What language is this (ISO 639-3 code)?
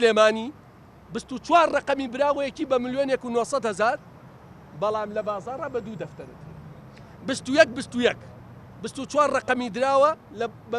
ckb